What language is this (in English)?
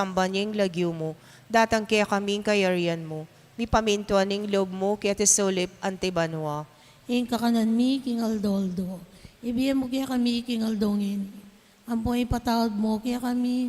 Pampanga